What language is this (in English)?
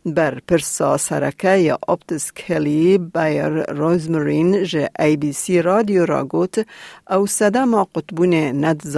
Kurdish